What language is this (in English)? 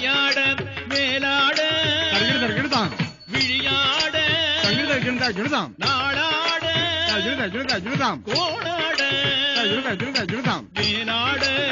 Tamil